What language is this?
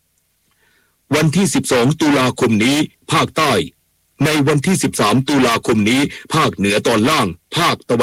Thai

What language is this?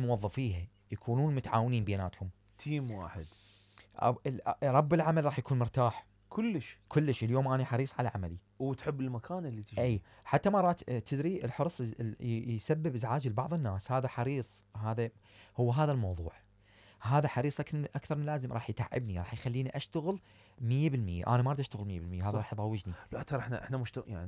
Mesopotamian Arabic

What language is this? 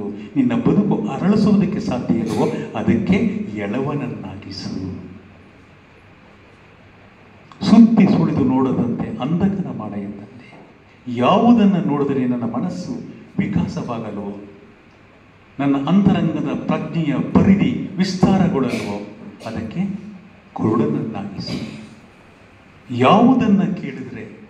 Kannada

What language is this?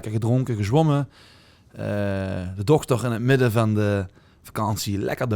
Limburgish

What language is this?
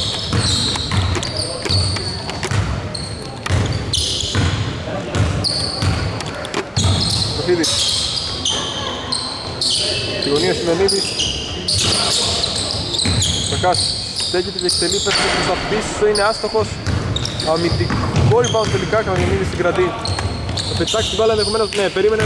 Greek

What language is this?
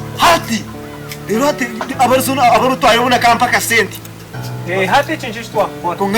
Nyankole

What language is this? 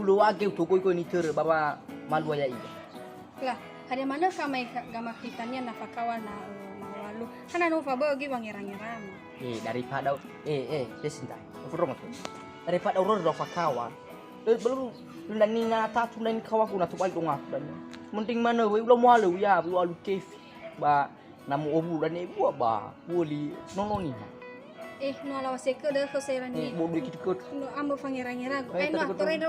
Nias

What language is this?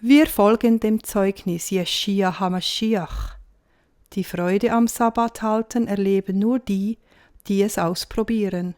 Swiss German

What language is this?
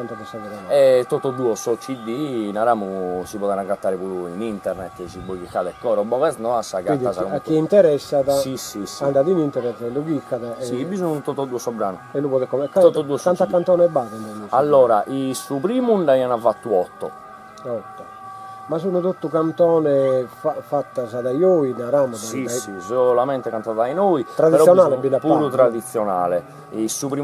Sardinian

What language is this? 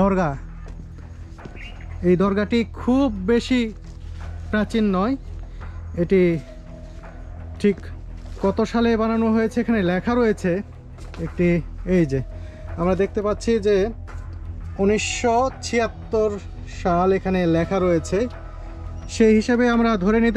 Bangla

